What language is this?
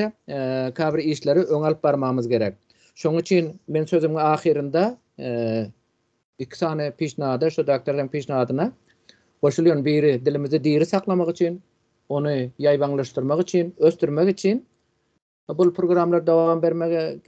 Turkmen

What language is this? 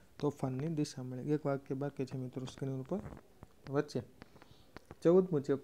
Gujarati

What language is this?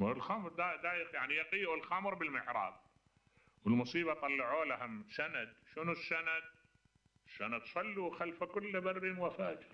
Mesopotamian Arabic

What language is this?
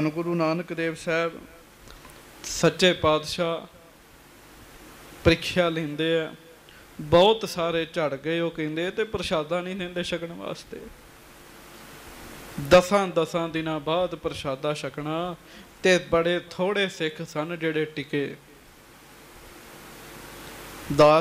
Punjabi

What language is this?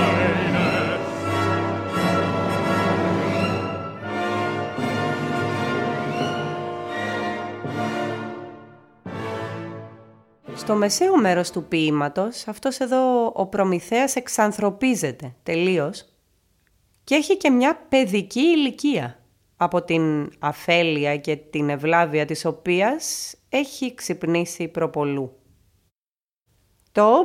Greek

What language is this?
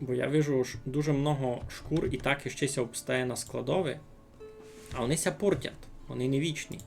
Rusyn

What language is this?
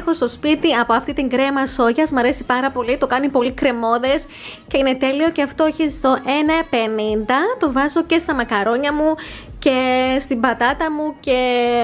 Greek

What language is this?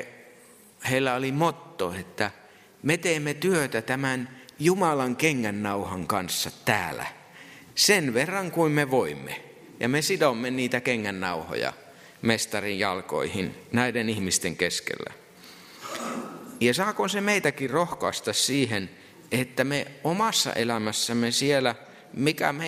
Finnish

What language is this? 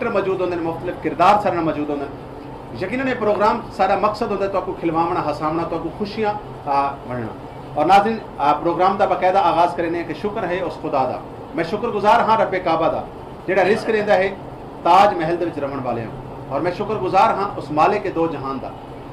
Saraiki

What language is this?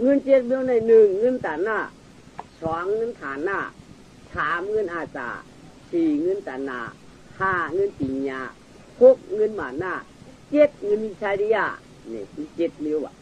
Shan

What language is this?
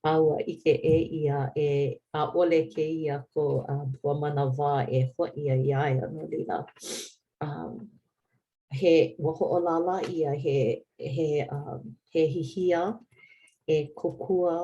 Hawaiian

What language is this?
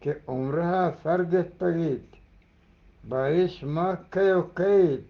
Eastern Balochi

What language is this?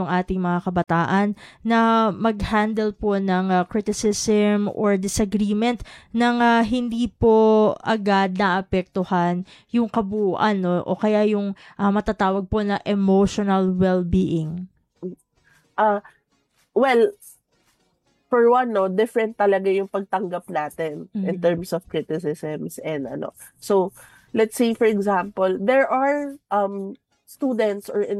Filipino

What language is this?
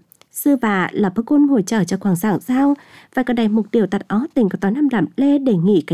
Vietnamese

